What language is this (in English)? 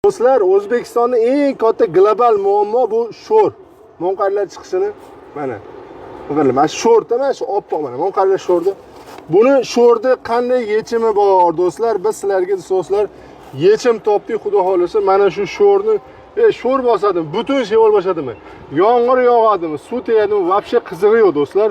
Uzbek